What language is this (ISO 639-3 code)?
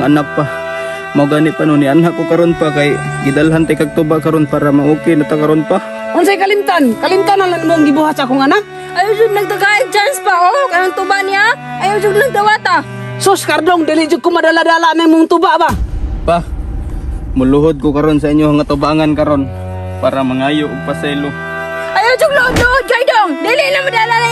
ceb